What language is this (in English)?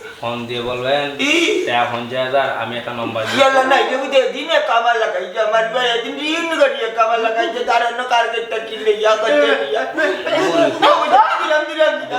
Sylheti